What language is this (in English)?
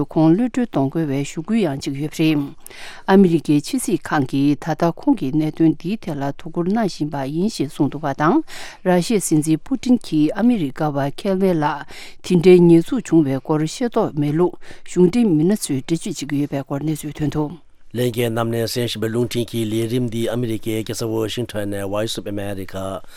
Tibetan